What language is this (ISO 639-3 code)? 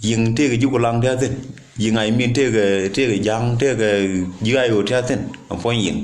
nus